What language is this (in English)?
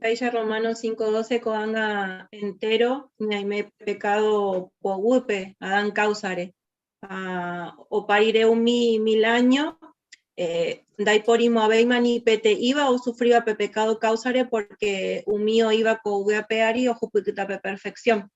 Guarani